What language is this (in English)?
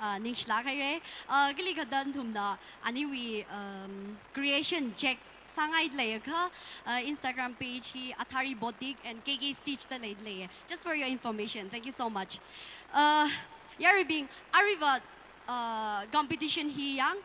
Tangkhul Naga (India)